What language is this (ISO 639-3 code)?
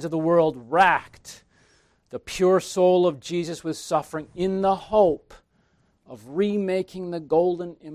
eng